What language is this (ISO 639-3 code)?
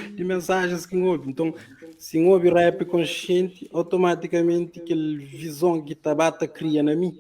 kea